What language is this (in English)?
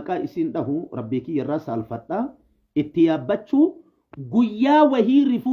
Oromo